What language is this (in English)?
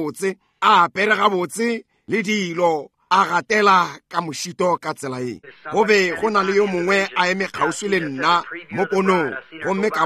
Northern Sotho